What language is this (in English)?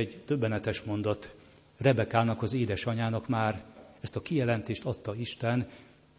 Hungarian